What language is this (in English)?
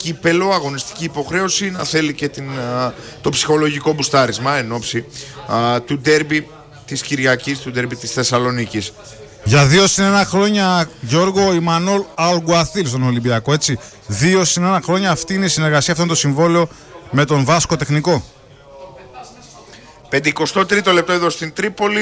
Greek